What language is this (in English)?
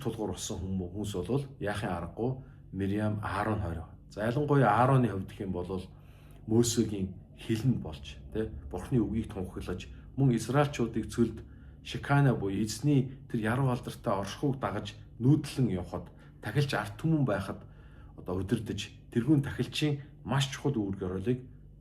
Mongolian